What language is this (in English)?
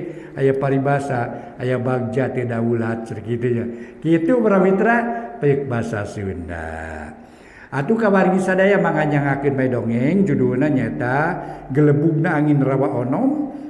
Sundanese